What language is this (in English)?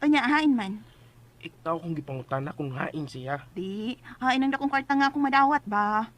Cebuano